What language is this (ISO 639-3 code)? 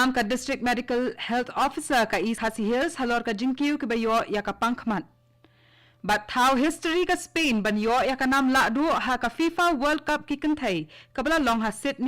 kha